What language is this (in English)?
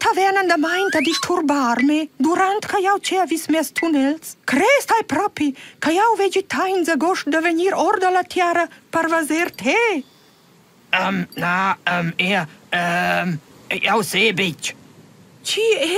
Romansh